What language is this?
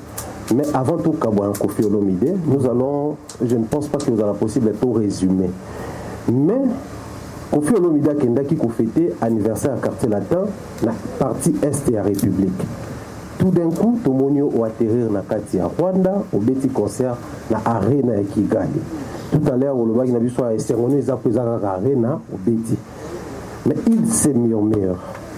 Lingala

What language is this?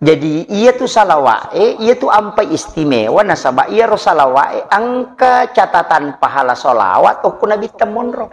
Buginese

